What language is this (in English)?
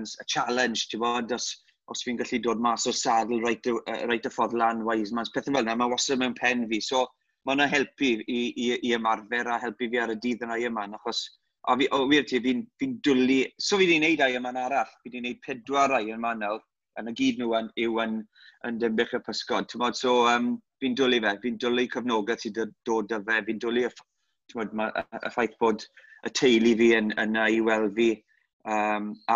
Welsh